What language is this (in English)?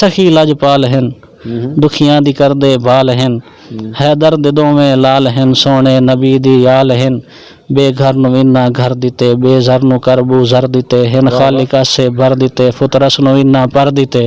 Saraiki